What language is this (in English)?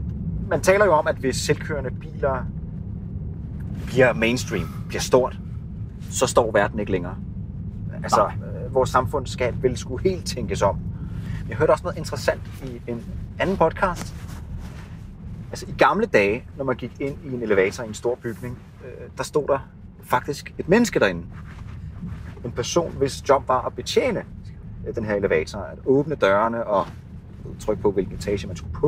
Danish